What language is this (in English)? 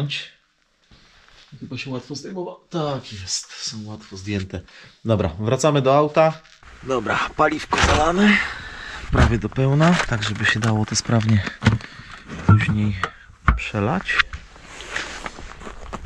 Polish